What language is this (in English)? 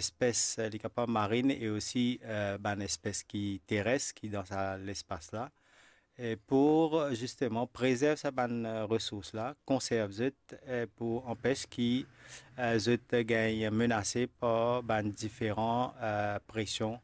Morisyen